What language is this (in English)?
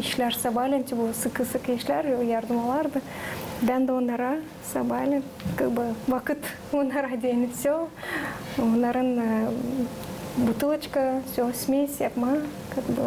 Gagauz